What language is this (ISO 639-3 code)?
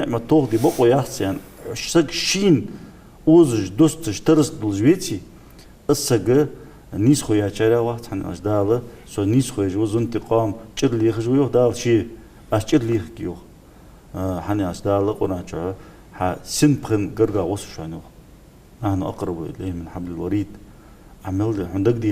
inh